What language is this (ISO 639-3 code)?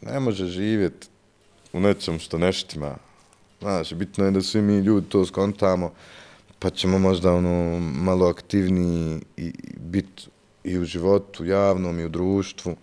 bos